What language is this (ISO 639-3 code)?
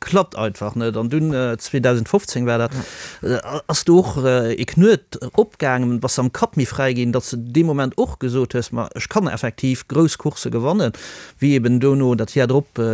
ltz